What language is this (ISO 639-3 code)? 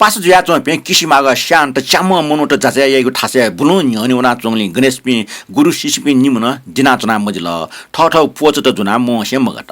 new